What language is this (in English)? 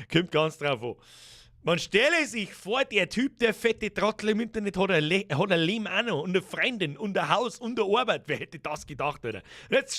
Bavarian